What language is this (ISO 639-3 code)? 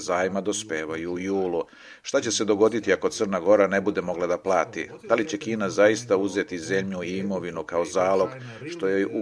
srp